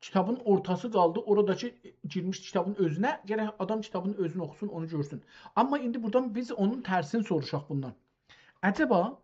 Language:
South Azerbaijani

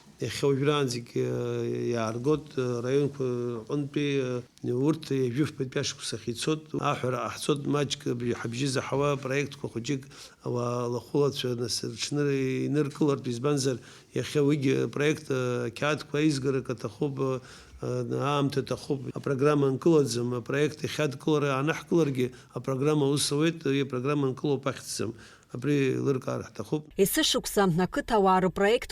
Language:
Abkhazian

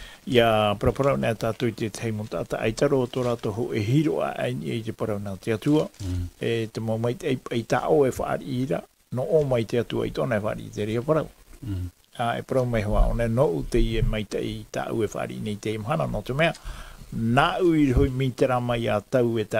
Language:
Tahitian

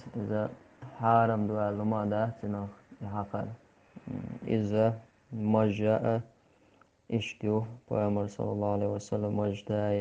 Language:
Chechen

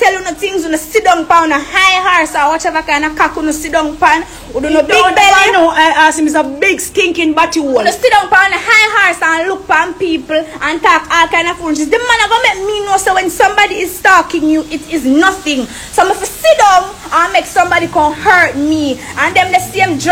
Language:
Jamaican Creole English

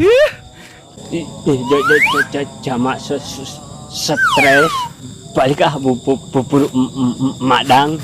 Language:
Sundanese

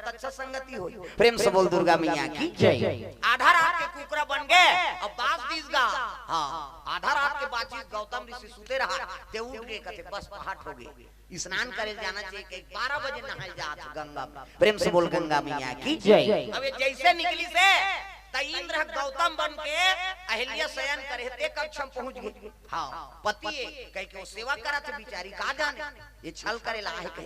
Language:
Chhattisgarhi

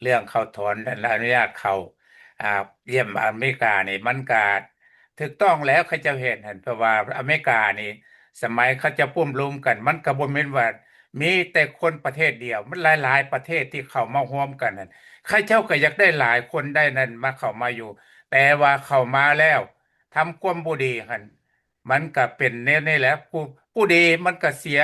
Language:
Lao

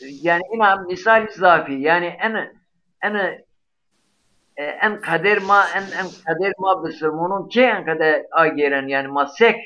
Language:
Zaza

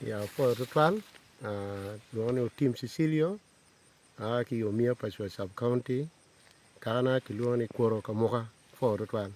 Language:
Acoli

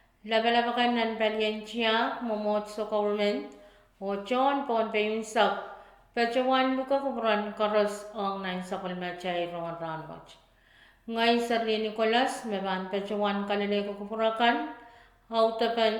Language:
Pohnpeian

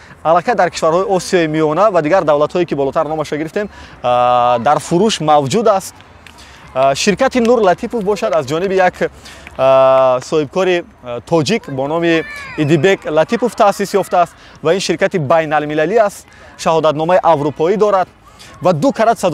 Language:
Tajik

